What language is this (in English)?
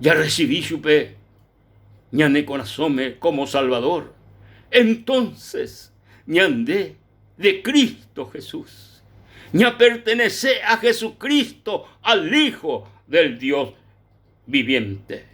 Guarani